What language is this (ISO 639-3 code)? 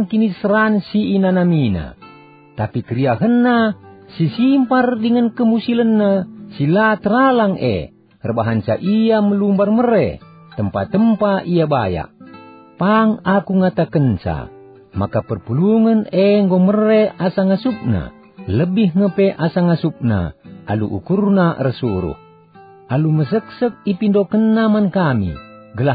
btx